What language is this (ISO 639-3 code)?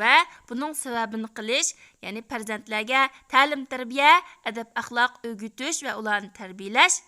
uig